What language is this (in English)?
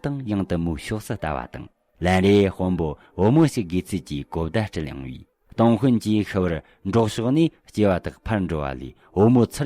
Tibetan